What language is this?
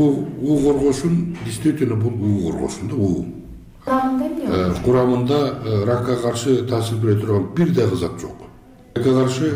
Kyrgyz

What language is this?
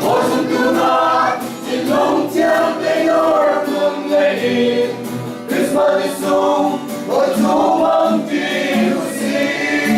Hakha Chin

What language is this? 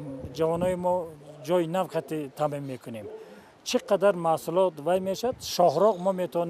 Tajik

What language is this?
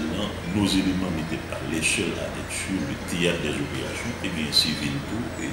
Haitian Creole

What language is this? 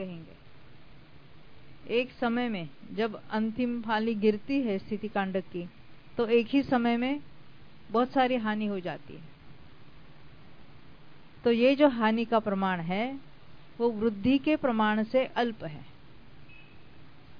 Hindi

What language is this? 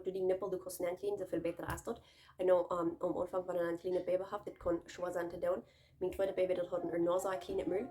Plautdietsch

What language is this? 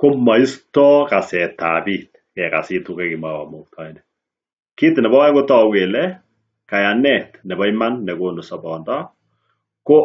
Kalenjin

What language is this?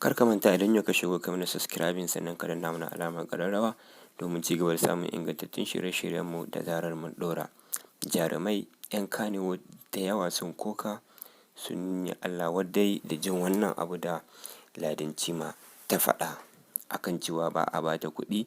Hausa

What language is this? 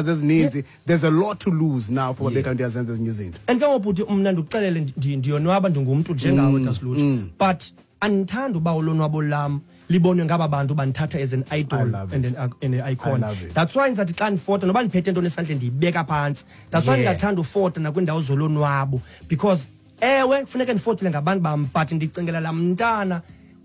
Xhosa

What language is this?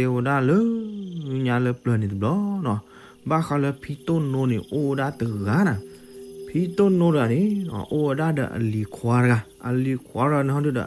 S'gaw Karen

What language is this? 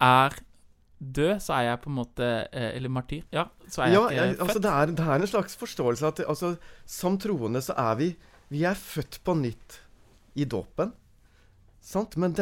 Norwegian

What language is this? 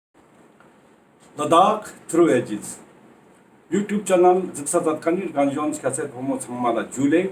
Ladakhi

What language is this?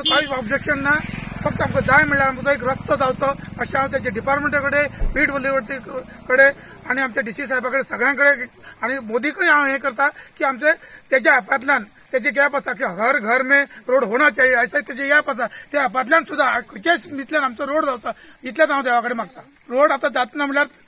Konkani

